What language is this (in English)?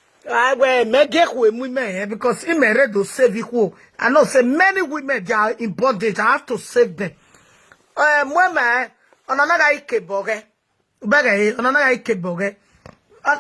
Nigerian Pidgin